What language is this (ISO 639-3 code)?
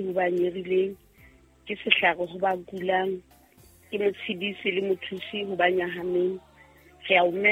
sot